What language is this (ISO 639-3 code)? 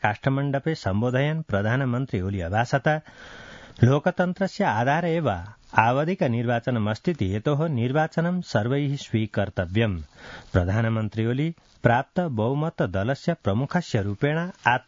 san